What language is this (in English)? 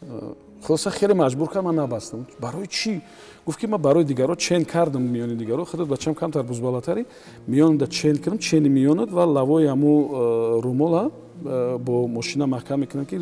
Tajik